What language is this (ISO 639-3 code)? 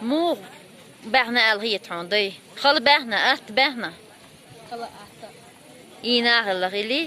che